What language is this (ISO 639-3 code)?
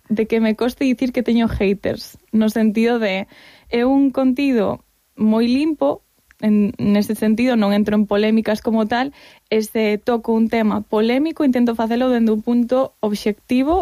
glg